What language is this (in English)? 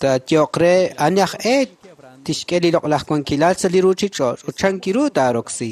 Kekchí